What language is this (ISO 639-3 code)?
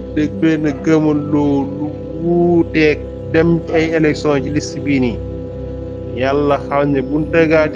wol